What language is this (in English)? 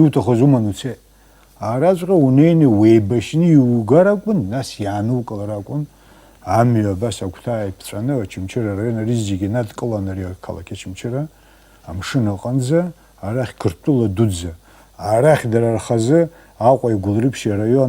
Abkhazian